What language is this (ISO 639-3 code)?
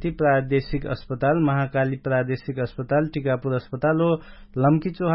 thl